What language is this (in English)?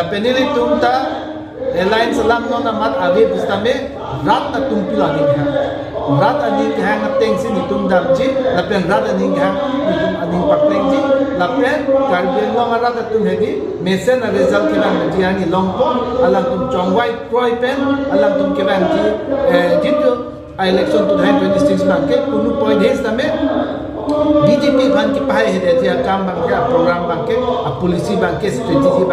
Karbi